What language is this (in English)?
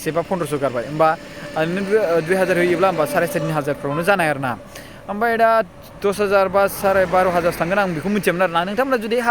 Bodo